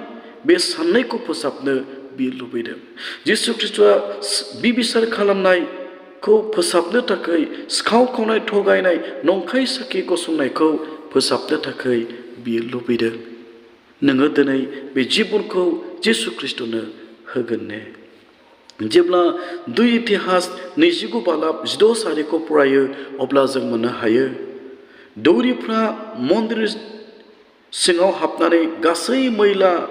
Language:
Bodo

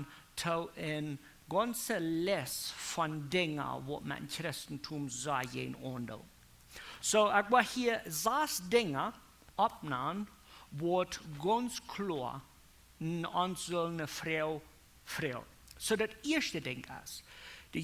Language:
Plautdietsch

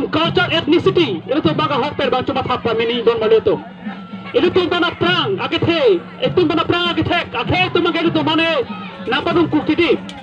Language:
Karbi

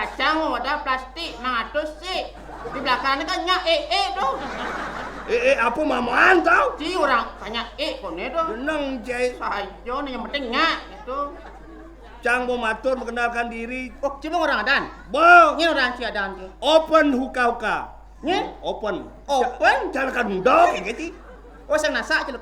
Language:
Balinese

